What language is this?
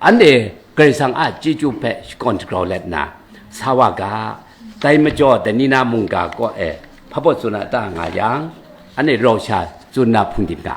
Kachin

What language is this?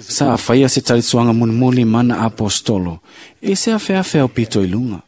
Samoan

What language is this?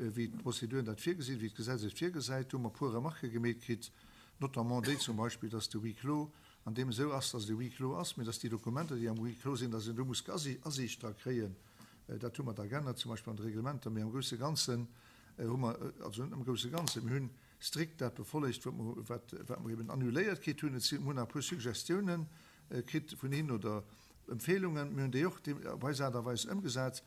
Luxembourgish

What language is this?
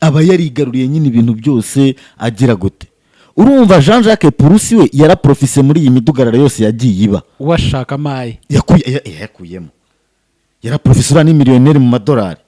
Kinyarwanda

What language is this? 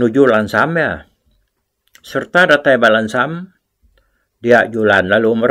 Iban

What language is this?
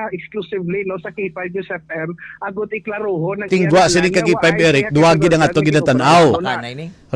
Hiligaynon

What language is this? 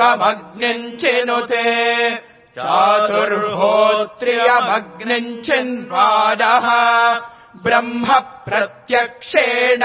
Sanskrit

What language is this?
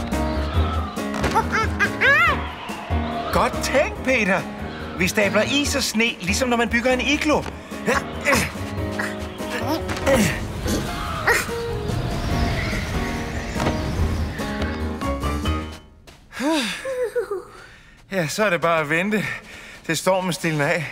Danish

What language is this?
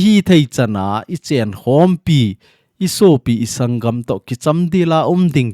Thado Chin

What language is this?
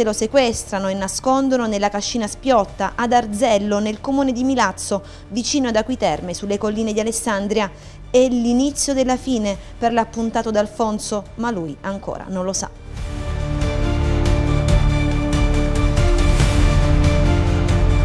Italian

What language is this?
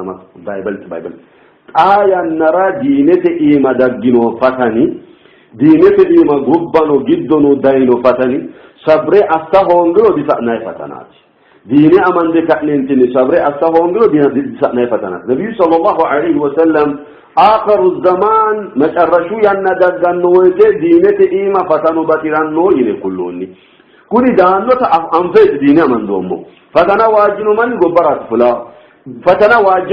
Sidamo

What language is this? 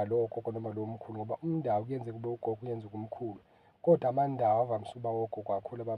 Zulu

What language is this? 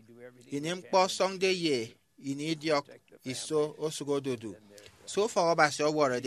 Efik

